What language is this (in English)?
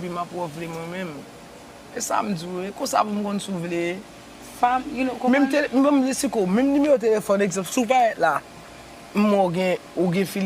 Haitian Creole